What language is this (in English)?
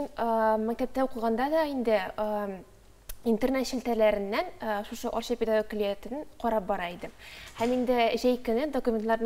Tatar